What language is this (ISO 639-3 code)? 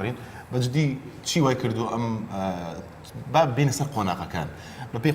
ckb